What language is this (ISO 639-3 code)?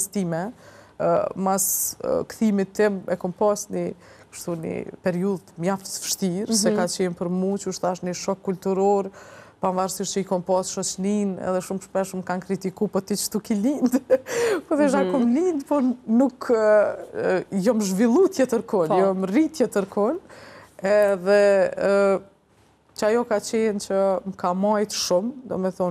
sqi